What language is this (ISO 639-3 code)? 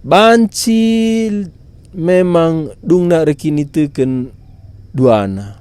btx